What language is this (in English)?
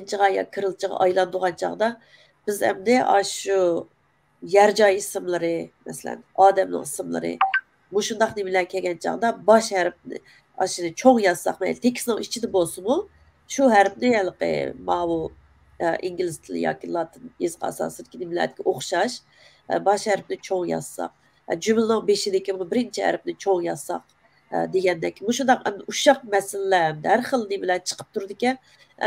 Uyghur